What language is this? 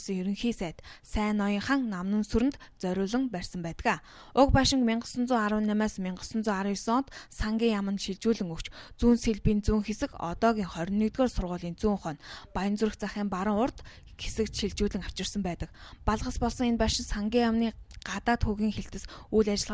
Mongolian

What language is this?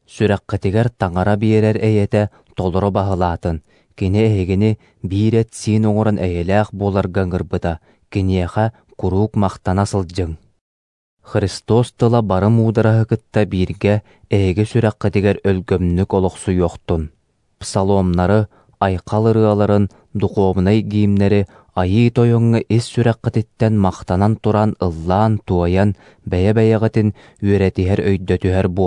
Yakut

